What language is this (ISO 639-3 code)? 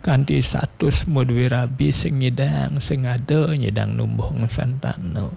ban